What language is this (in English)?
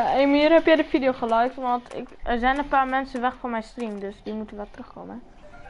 Dutch